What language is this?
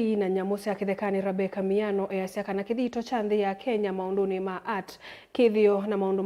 Kamba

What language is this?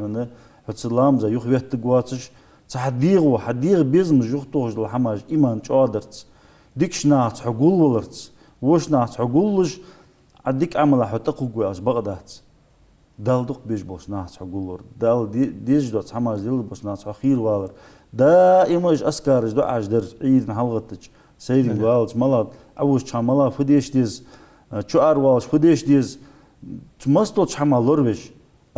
Ingush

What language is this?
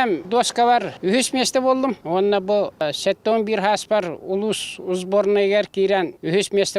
Yakut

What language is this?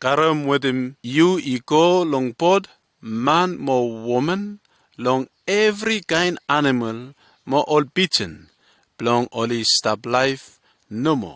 Bislama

